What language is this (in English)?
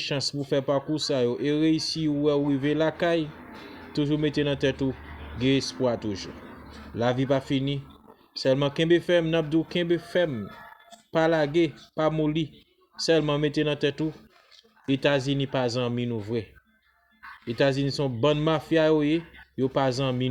Haitian Creole